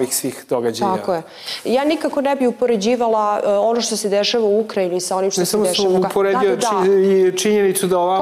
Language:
Serbian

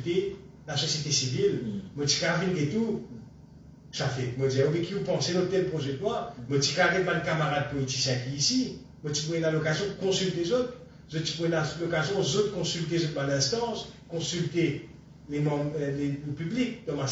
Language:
Morisyen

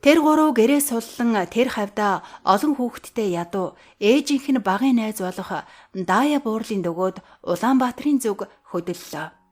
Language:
Mongolian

